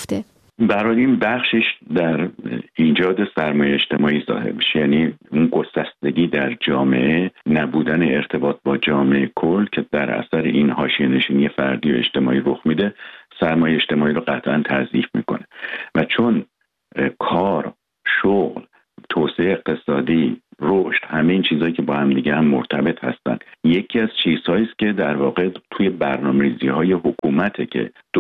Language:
Persian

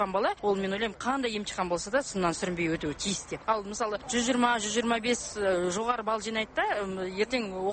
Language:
Kazakh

